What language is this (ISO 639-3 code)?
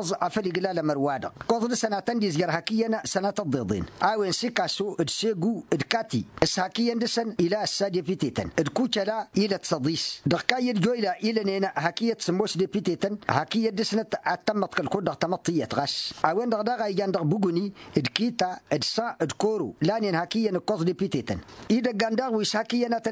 taq